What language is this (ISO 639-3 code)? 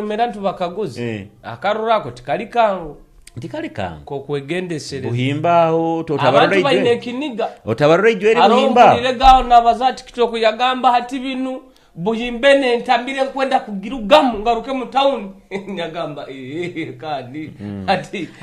nyo